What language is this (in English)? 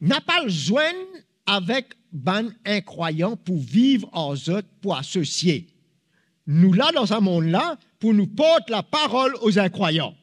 Morisyen